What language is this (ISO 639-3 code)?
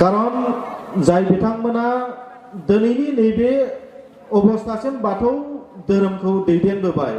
brx